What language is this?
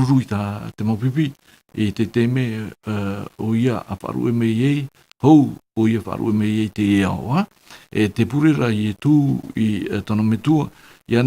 Tahitian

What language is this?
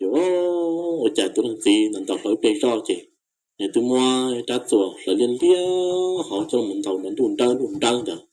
Hmong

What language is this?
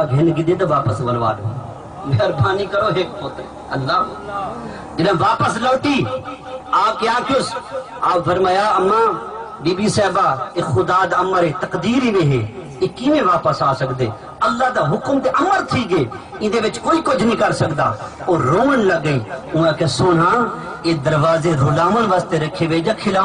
Saraiki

